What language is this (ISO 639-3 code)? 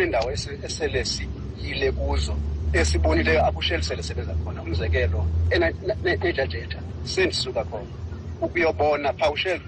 xho